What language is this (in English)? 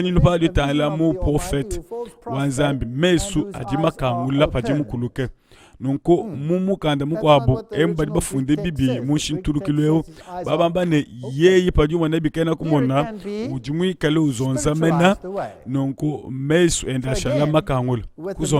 Luba-Lulua